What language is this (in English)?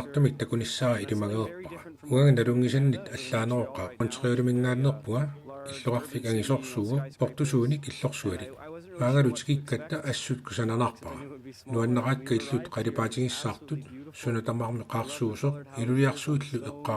Kalaallisut